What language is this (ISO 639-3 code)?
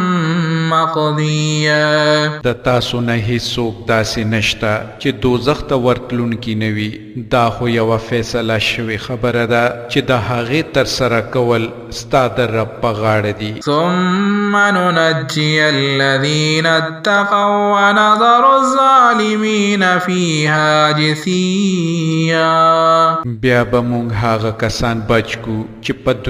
pus